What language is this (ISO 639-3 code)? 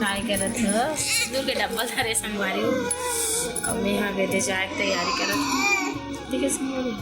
hne